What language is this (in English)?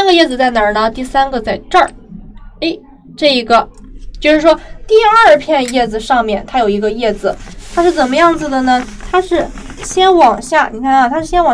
Chinese